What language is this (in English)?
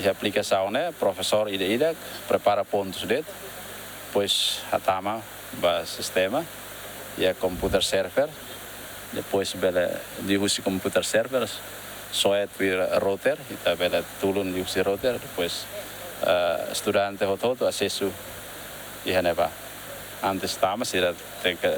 Tetum